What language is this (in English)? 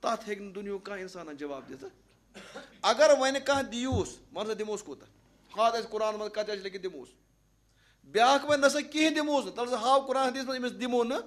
Kashmiri